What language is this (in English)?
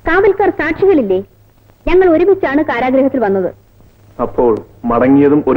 Malayalam